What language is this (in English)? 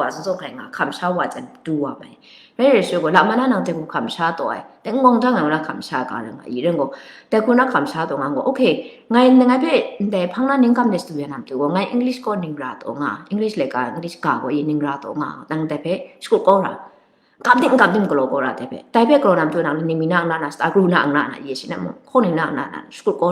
Kachin